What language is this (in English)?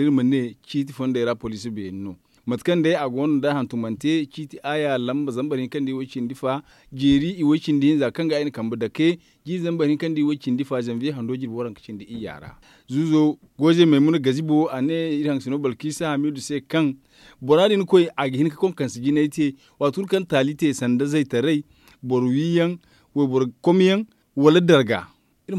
Zarma